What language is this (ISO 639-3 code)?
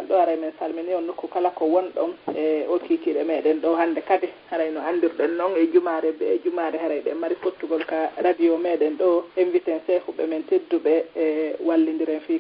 ful